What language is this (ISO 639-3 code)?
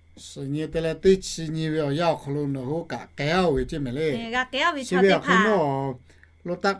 lhu